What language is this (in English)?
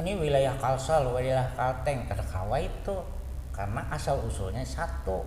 Banjar